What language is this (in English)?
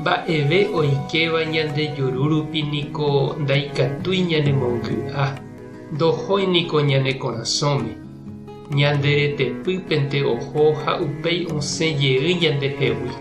Guarani